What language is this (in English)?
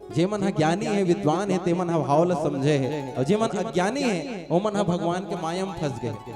Chhattisgarhi